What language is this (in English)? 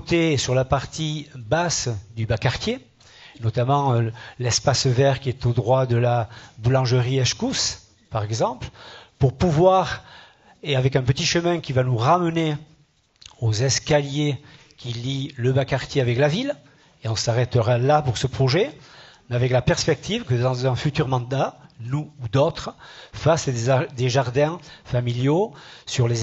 French